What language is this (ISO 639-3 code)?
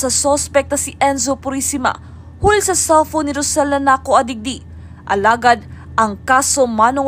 bik